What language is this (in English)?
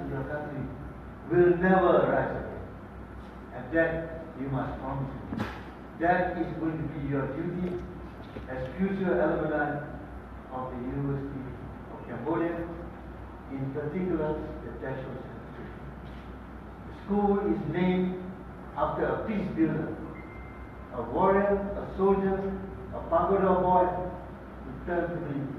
English